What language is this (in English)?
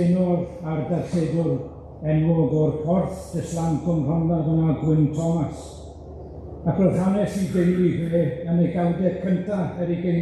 Welsh